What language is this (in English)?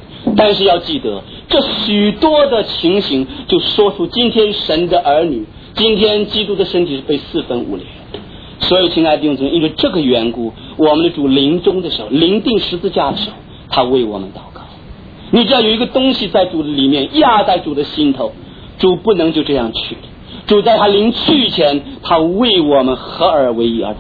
Chinese